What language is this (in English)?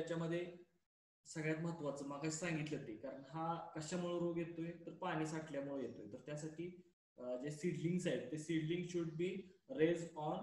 Marathi